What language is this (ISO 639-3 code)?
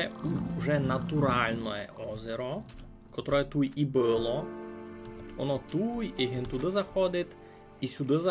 rue